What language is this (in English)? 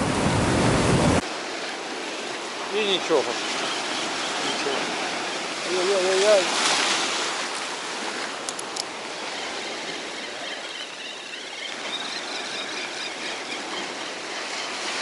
Ukrainian